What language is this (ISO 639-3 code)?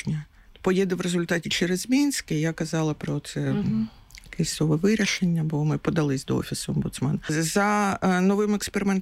ukr